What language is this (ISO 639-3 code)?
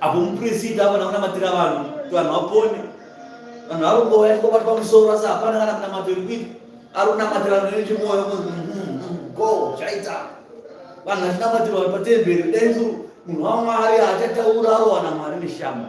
sna